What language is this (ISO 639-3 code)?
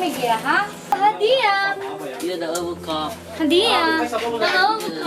nia